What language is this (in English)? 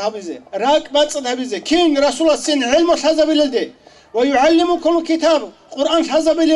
Avaric